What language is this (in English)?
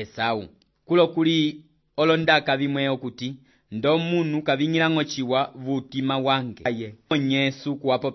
Umbundu